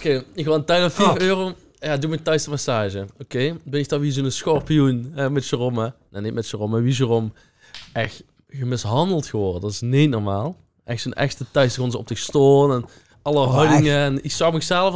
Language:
Limburgish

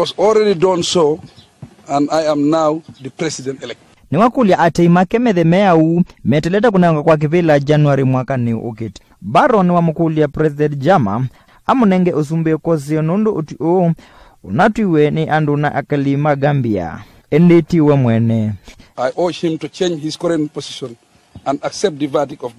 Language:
Kamba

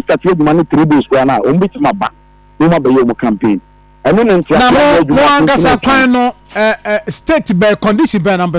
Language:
Akan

